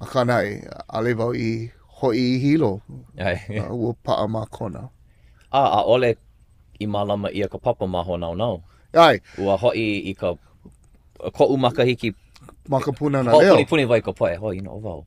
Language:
Hawaiian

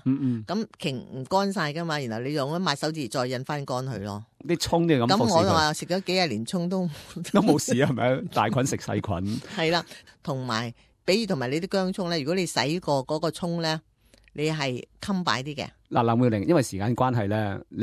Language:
Cantonese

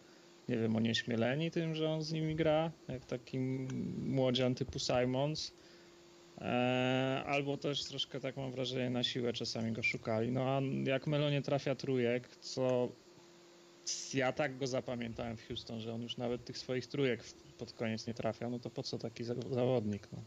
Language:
Polish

